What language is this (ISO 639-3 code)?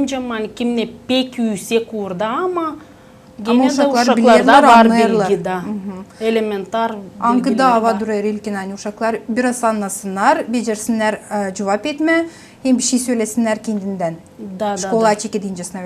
gag